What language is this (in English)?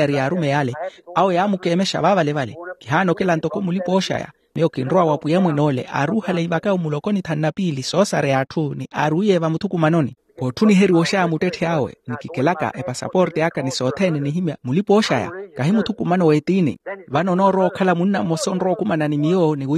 Makhuwa